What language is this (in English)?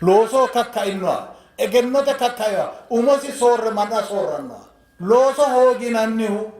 Sidamo